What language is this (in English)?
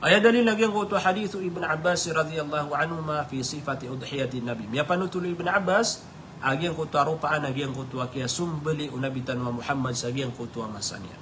Maranao